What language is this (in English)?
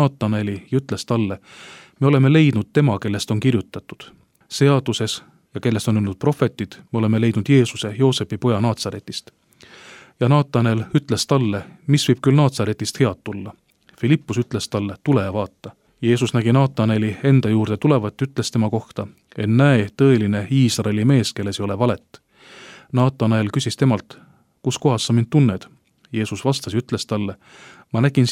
Estonian